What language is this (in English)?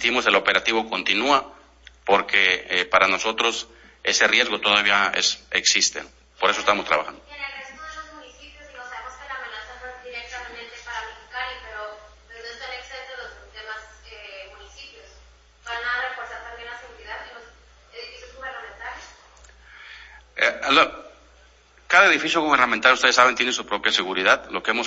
Spanish